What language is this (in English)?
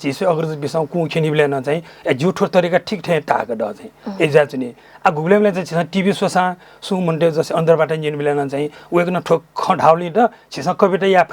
Newari